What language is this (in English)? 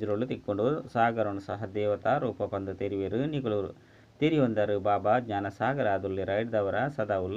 Tulu